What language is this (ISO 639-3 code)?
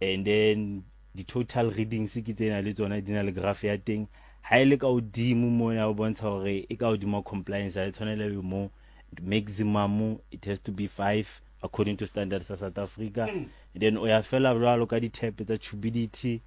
sot